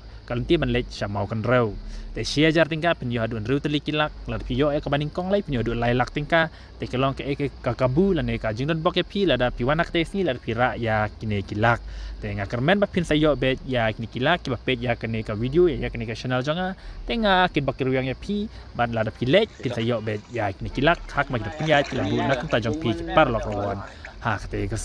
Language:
Khasi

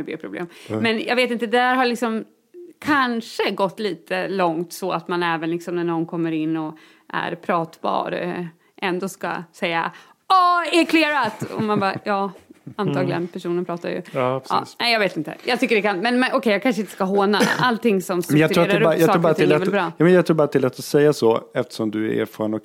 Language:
Swedish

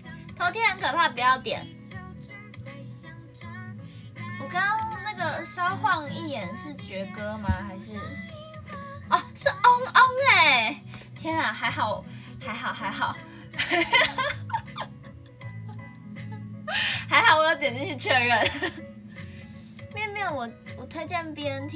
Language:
Chinese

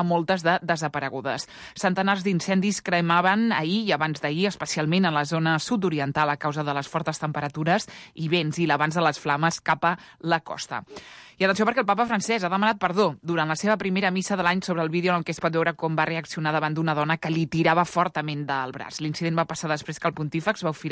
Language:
Catalan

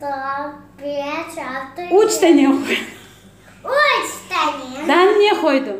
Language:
Crimean Tatar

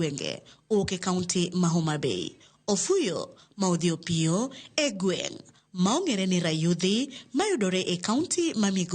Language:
Luo (Kenya and Tanzania)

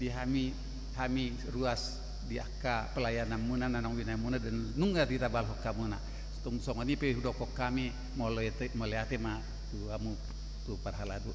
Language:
Batak Toba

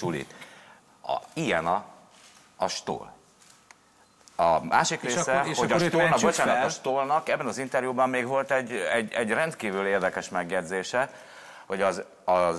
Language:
Hungarian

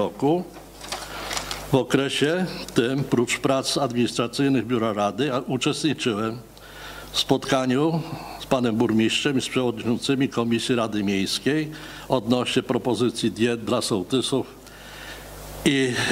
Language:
Polish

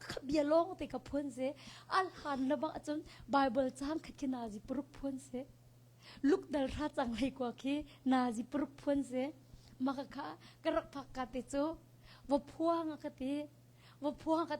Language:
Hakha Chin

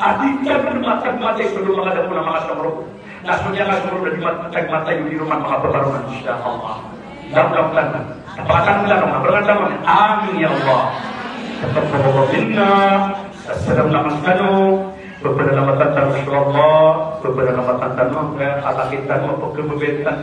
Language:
Maranao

